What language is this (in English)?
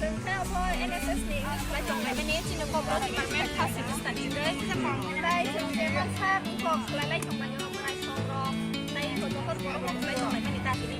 Kok Borok